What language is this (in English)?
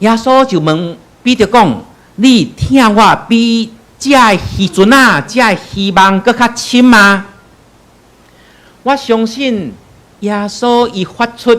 Min Nan Chinese